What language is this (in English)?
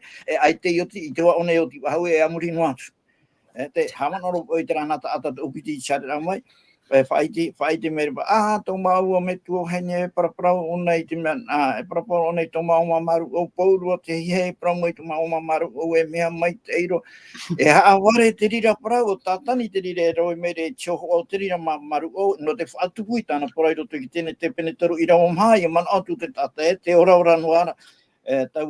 Tahitian